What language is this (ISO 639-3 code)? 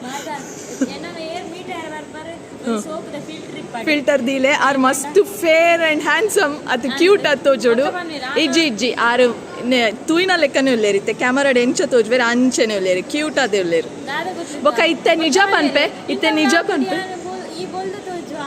tcy